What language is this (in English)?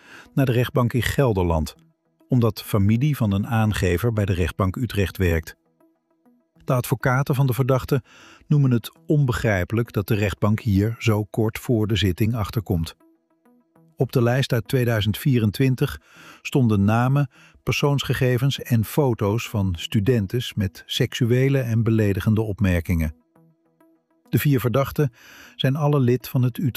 Dutch